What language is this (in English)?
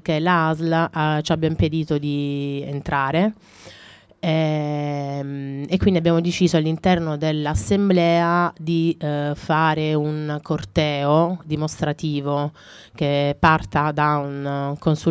Italian